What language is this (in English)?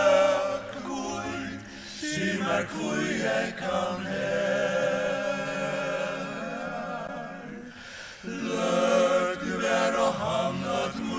Faroese